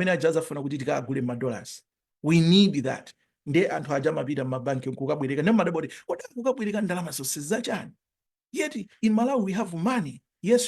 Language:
Nyanja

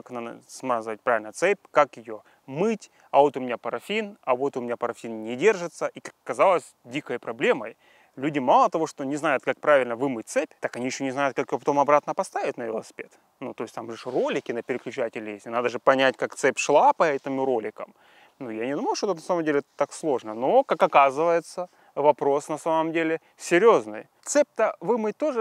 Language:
Russian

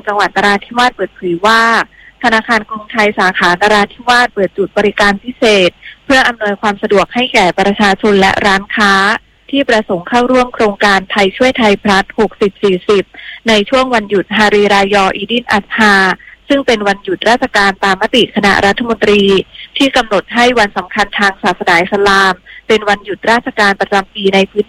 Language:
Thai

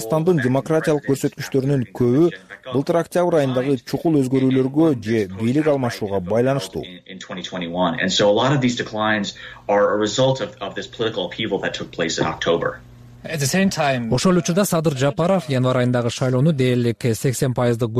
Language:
Kyrgyz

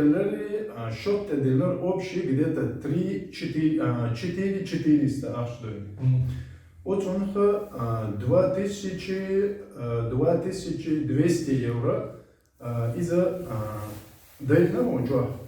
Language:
Chechen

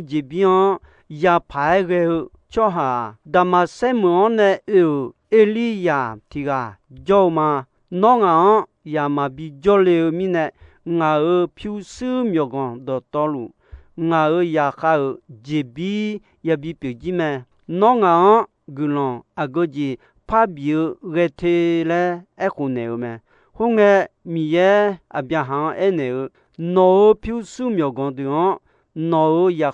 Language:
Akha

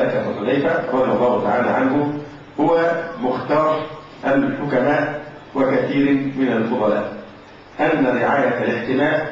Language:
Arabic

